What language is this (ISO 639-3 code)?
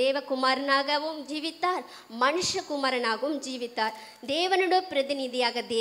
tam